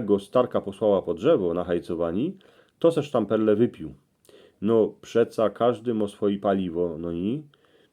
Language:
Silesian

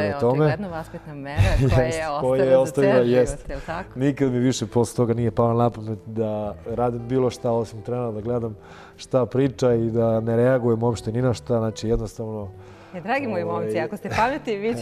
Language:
Serbian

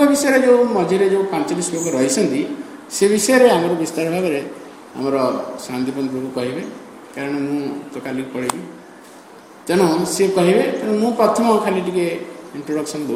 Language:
Odia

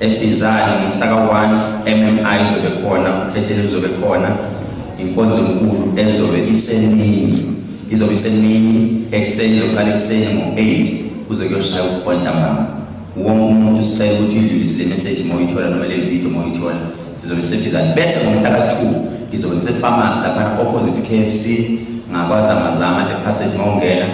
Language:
Zulu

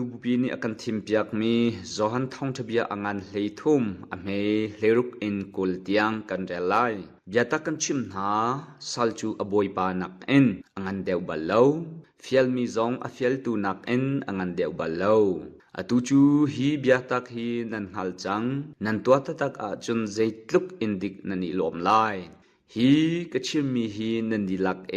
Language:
Hakha Chin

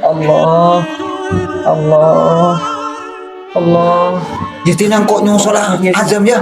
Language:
Madurese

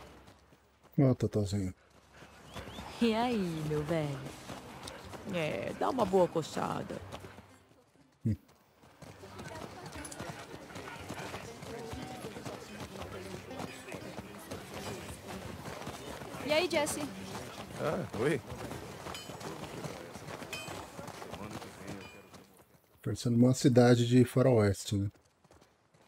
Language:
Portuguese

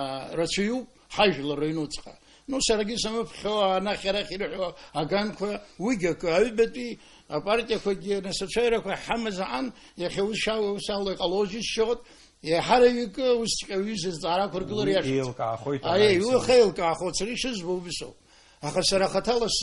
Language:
Abkhazian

